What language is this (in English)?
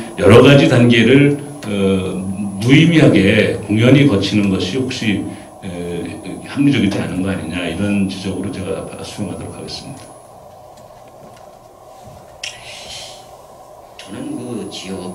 Korean